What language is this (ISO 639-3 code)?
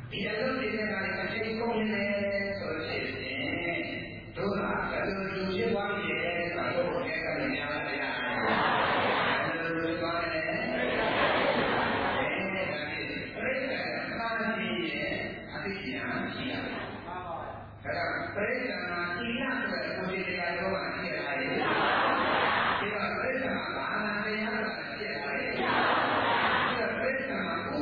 mya